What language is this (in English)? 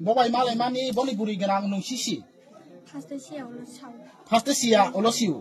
Kok Borok